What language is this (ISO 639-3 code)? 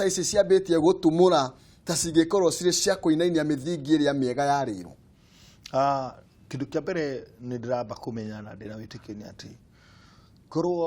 kik